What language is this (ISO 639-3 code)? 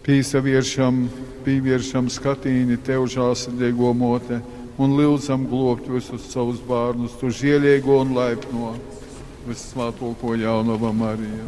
ltg